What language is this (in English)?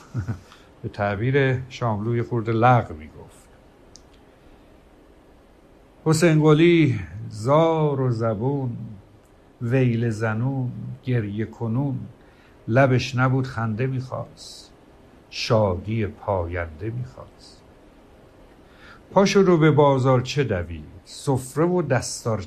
Persian